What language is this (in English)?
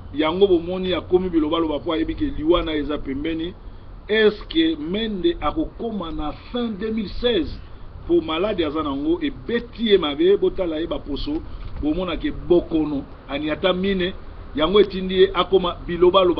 Lingala